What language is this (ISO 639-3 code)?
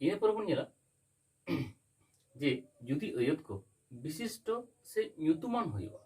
sat